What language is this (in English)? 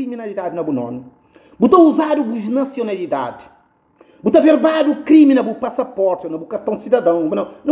Kabuverdianu